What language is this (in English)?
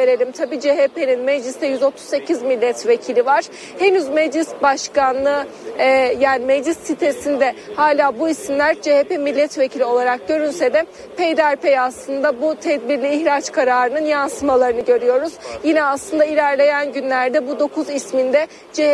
Turkish